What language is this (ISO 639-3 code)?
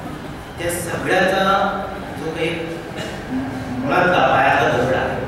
mar